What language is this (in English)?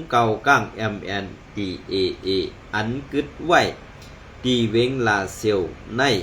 Shan